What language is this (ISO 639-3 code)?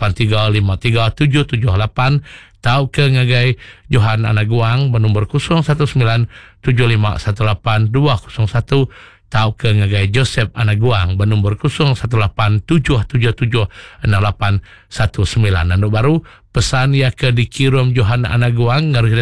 iba